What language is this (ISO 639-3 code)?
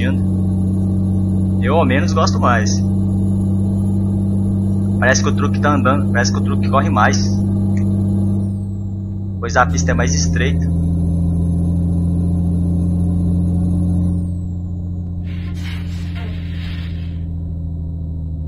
por